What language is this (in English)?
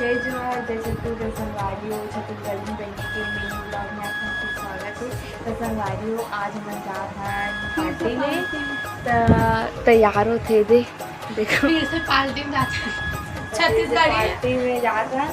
Chhattisgarhi